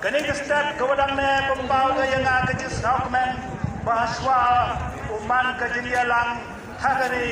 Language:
Khasi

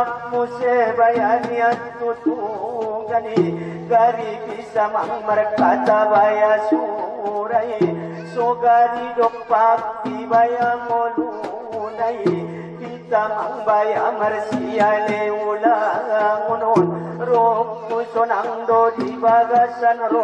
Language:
Batak Angkola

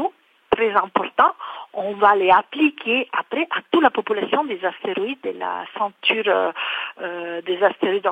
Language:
French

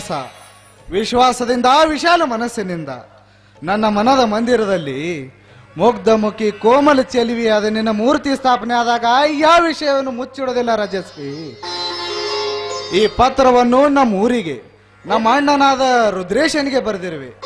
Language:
Kannada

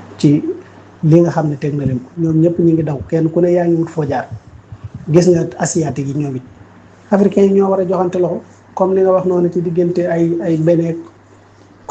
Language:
Wolof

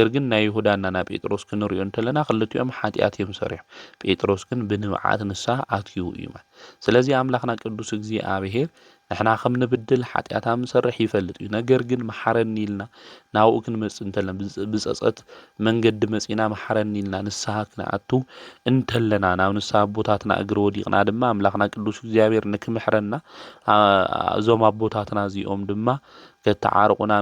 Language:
Tigrinya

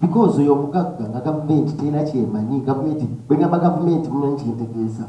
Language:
Ganda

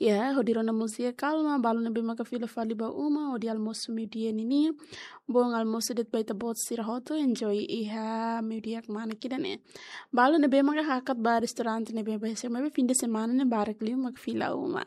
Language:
Tetum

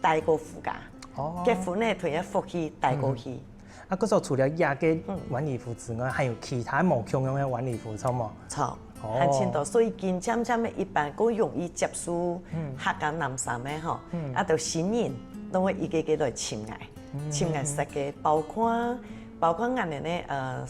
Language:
Hakka Chinese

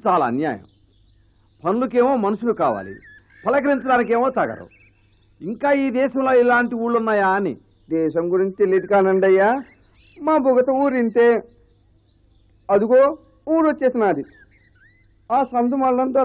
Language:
Telugu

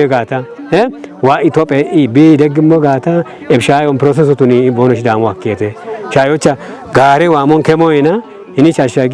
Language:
Kafa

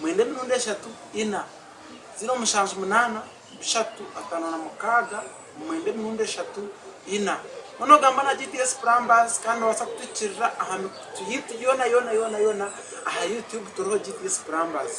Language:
Nyankole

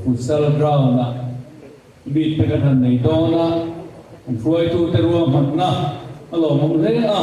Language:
Mizo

